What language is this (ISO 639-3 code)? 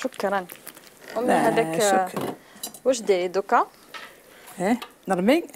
arq